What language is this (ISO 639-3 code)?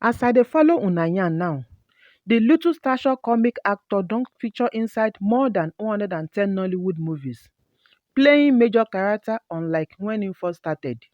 pcm